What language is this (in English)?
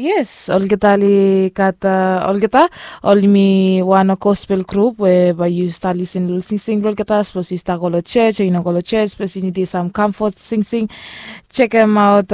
Bislama